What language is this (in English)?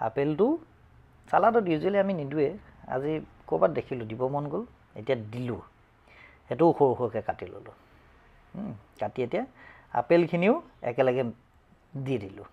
Assamese